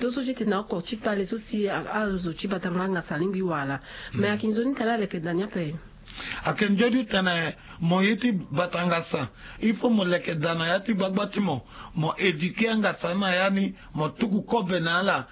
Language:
Sango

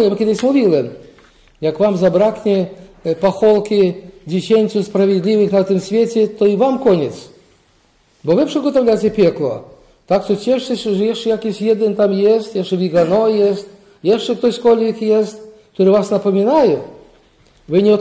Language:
Polish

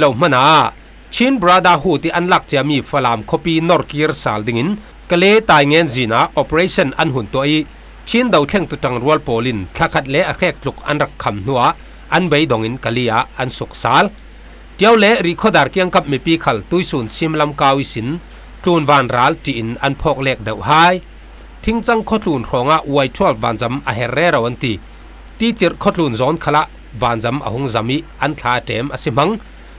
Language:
Falam Chin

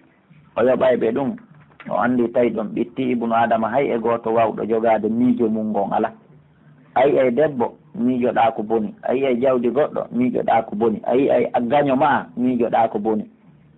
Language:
Pular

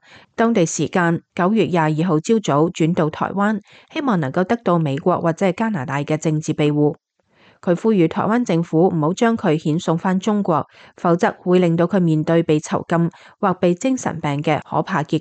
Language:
Cantonese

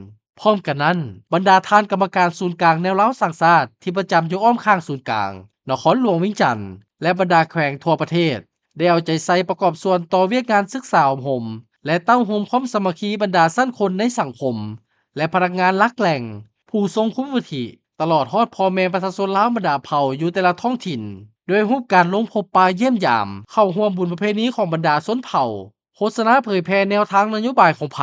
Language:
Lao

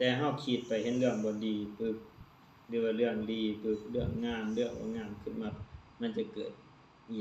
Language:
Lao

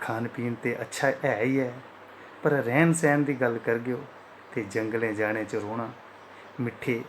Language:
Dogri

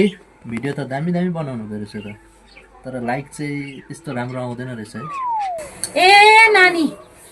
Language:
Nepali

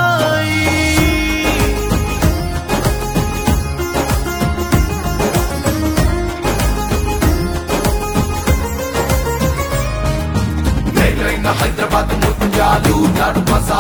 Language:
Telugu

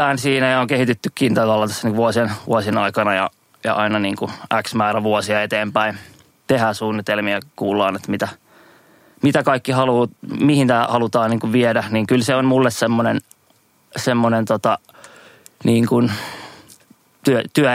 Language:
Finnish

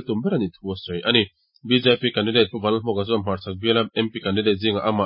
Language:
Mizo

